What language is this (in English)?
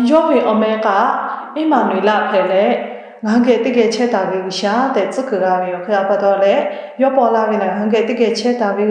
Lahu